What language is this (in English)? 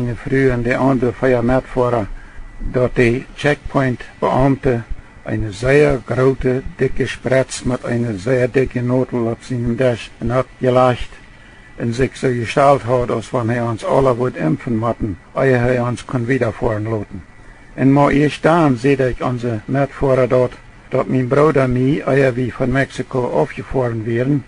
Plautdietsch